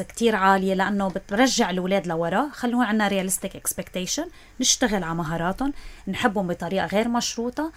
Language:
North Levantine Arabic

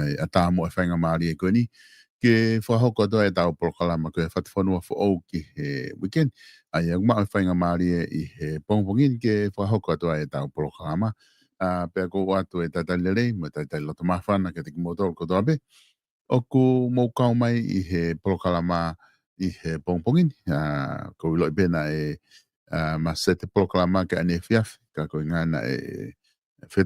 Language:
Tongan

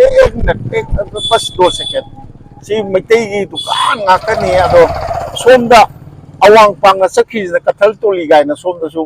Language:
Manipuri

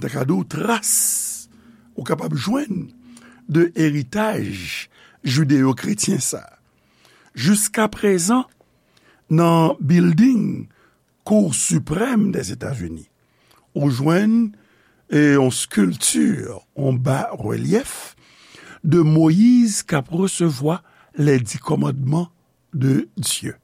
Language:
Haitian Creole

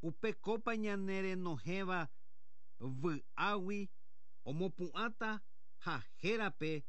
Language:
Guarani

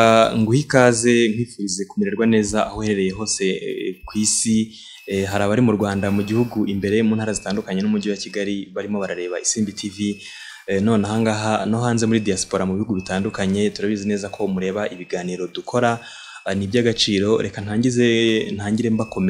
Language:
Kinyarwanda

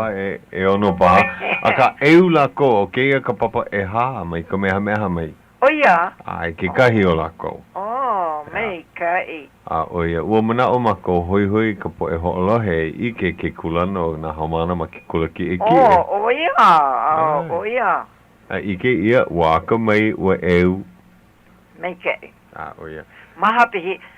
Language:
Hawaiian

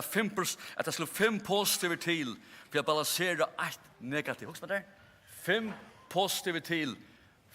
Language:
Faroese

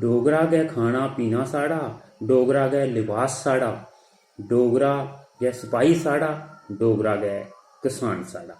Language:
Dogri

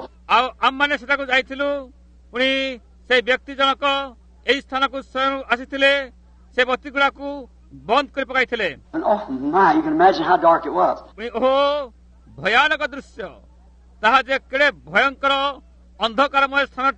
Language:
Odia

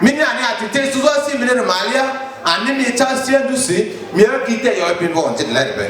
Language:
Lugbara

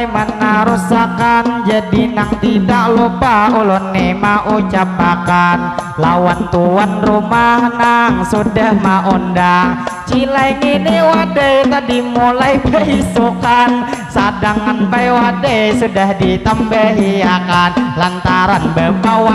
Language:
Banjar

